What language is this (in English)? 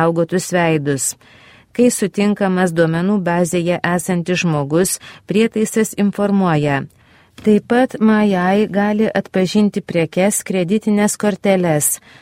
Lithuanian